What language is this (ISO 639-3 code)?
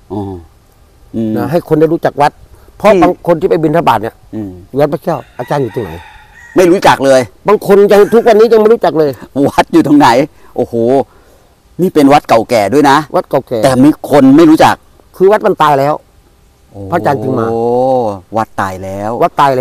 tha